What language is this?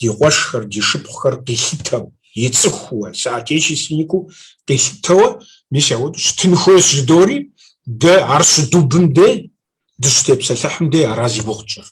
Kabardian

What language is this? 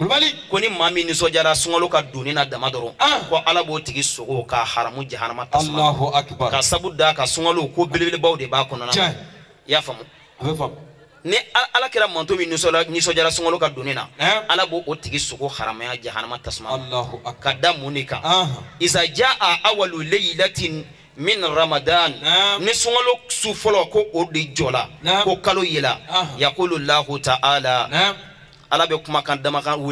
Bambara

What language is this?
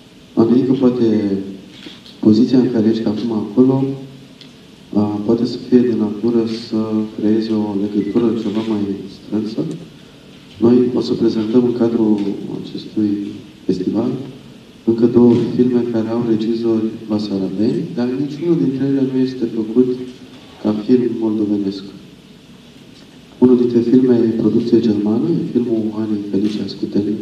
Romanian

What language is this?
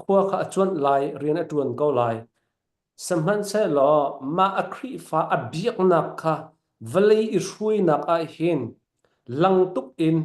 Falam Chin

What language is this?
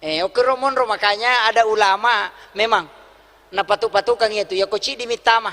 Buginese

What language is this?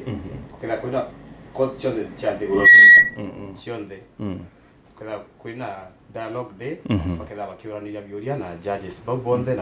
Meru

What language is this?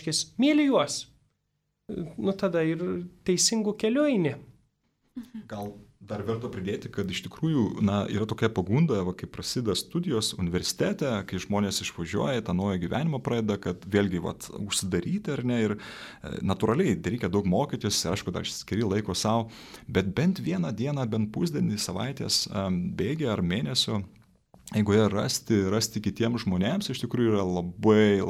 Lithuanian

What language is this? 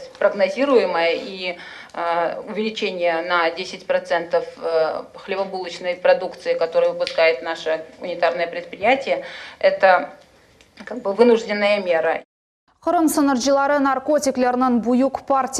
Crimean Tatar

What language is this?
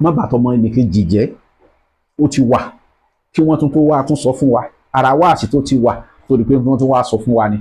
Yoruba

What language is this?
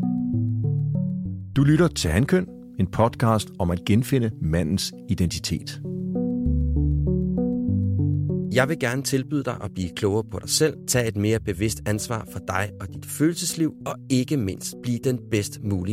Danish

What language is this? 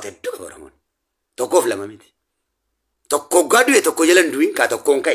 Oromo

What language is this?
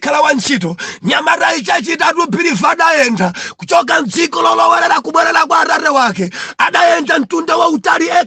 Nyanja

